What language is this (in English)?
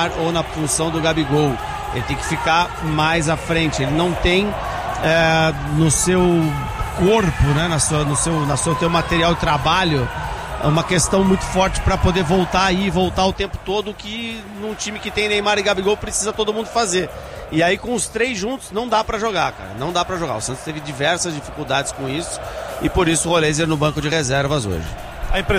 Portuguese